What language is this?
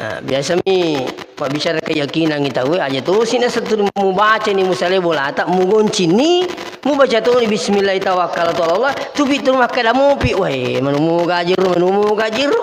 Buginese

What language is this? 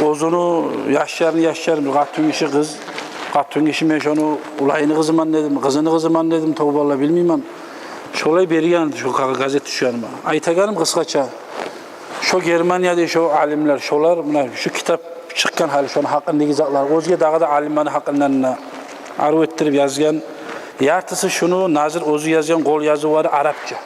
Kumyk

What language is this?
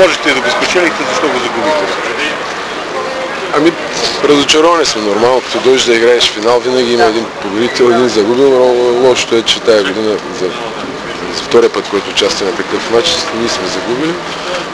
Bulgarian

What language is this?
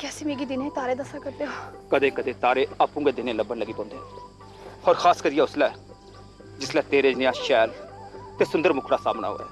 Dogri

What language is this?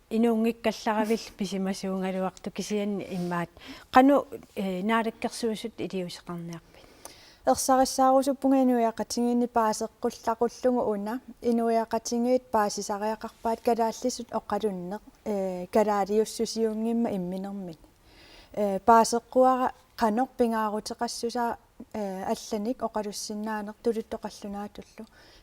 Kalaallisut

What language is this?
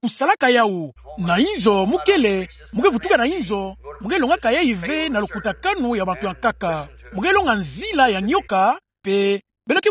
Kituba (Democratic Republic of Congo)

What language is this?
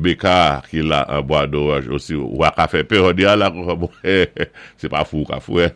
Saint Lucian Creole French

